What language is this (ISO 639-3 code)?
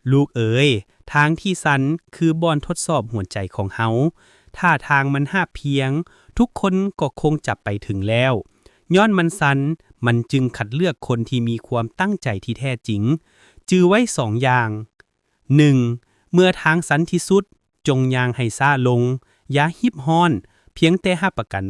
lao